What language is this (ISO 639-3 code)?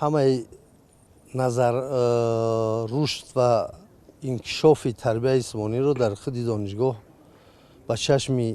tgk